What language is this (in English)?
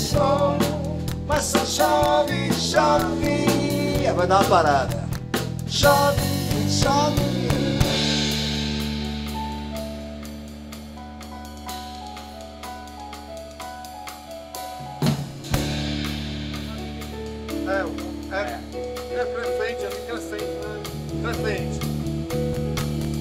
Portuguese